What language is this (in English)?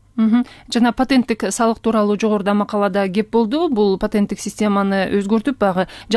Kyrgyz